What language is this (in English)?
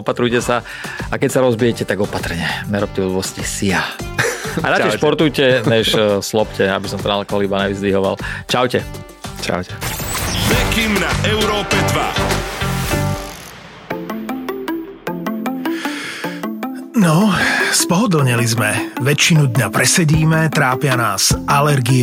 Slovak